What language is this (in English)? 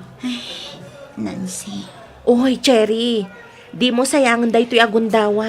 Iloko